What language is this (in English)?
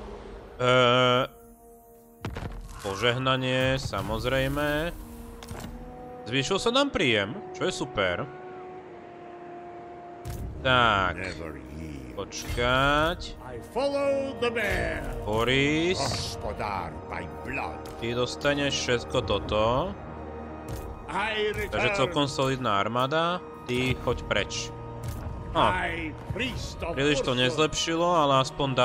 Slovak